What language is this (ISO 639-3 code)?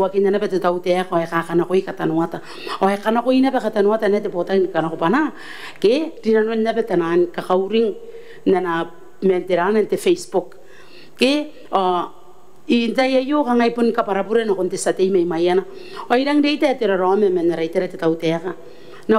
gil